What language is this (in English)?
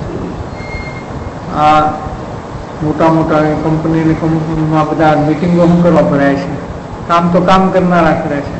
Gujarati